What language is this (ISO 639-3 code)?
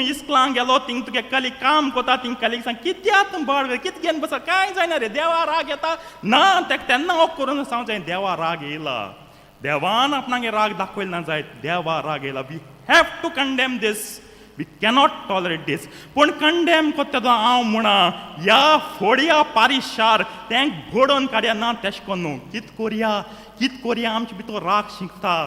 kok